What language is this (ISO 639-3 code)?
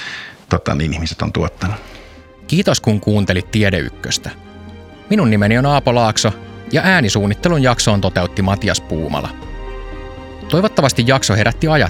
fin